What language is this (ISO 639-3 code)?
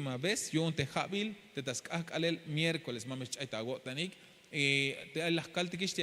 tzh